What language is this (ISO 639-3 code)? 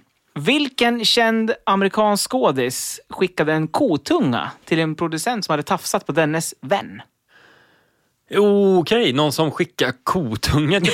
swe